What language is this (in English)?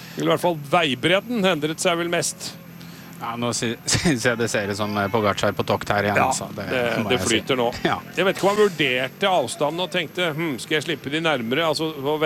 Norwegian